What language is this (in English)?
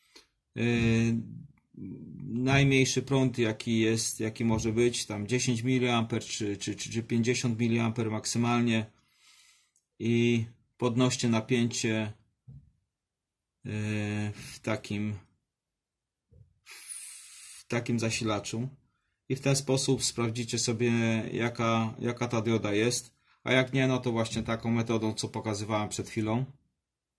Polish